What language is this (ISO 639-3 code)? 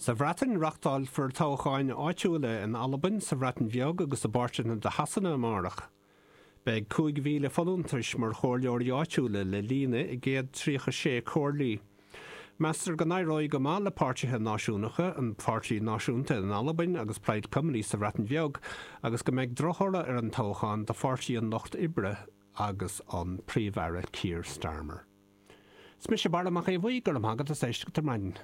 gle